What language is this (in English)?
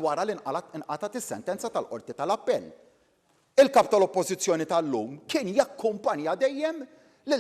Maltese